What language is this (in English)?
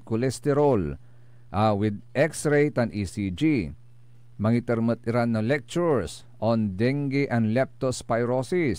Pangasinan